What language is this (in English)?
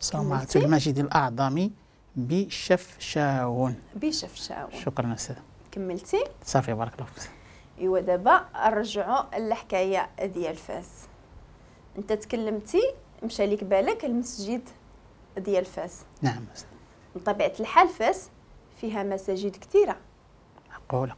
Moroccan Arabic